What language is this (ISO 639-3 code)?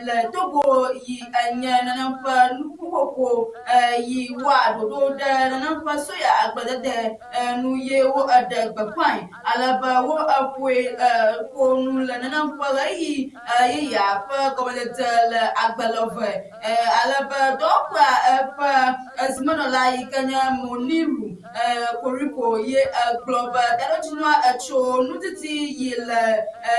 ewe